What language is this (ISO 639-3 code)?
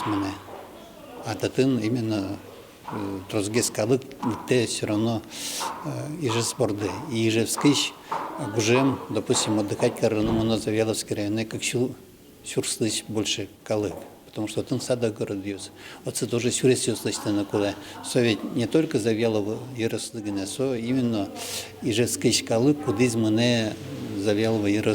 udm